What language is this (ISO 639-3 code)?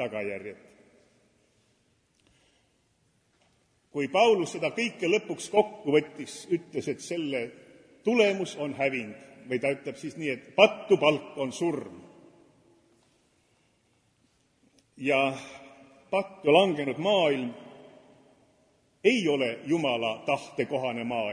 est